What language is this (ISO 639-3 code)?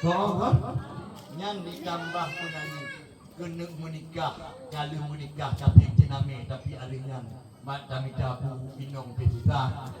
ace